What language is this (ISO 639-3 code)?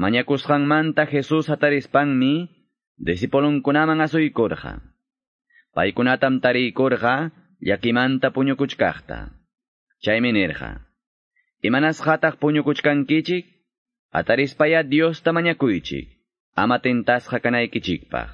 que